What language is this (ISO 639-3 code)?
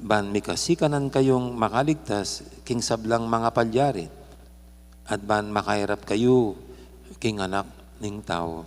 pam